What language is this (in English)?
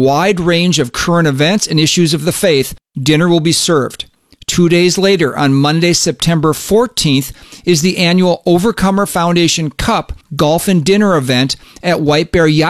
English